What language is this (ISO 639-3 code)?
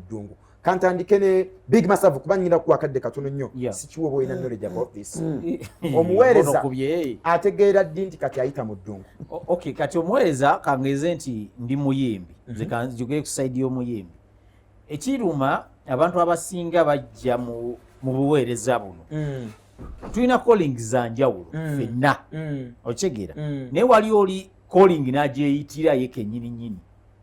lug